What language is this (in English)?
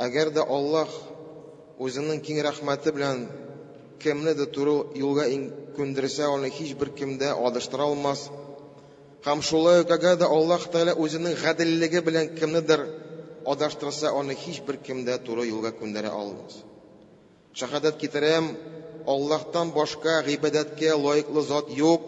Tatar